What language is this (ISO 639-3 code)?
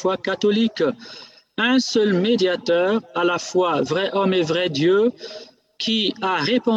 fra